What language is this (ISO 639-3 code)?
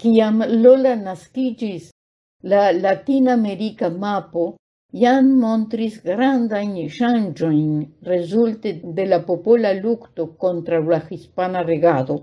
epo